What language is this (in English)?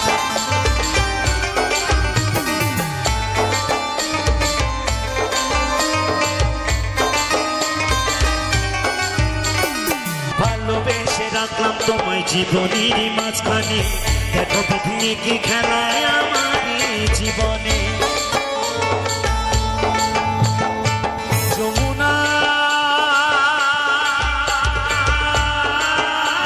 Bangla